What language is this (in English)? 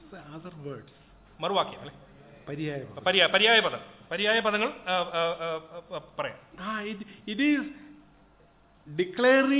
Malayalam